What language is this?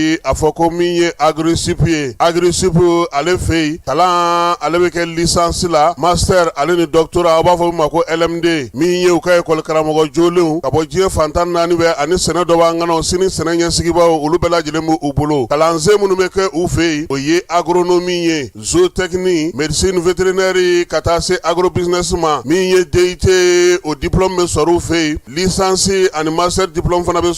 Bambara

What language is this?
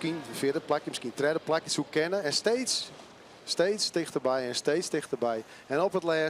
Western Frisian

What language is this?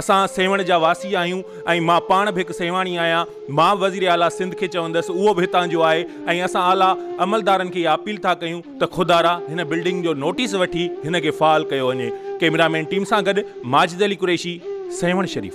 Sindhi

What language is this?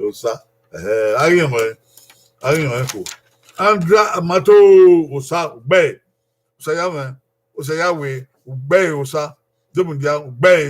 Bini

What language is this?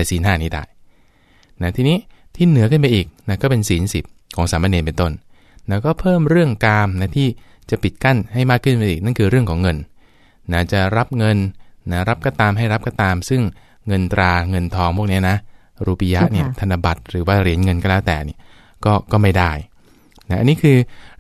Thai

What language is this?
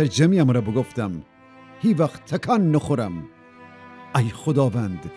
Gilaki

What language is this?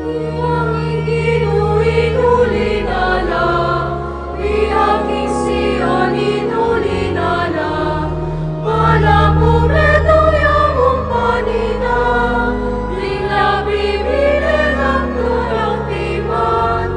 Pampanga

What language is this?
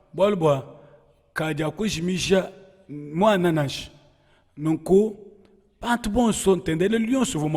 Luba-Lulua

